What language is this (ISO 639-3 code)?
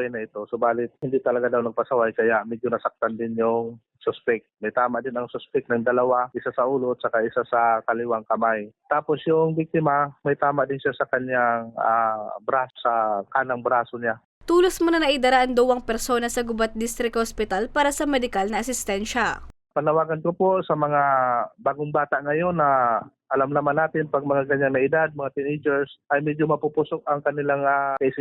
bik